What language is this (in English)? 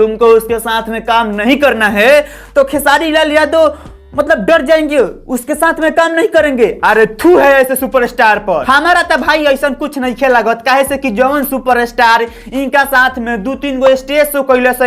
Bhojpuri